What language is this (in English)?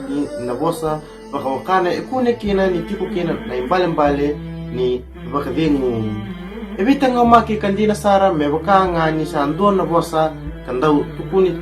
Fijian